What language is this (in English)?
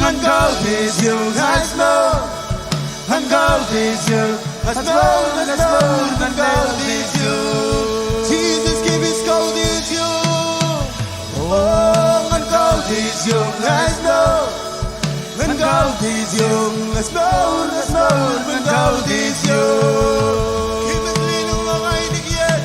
Marshallese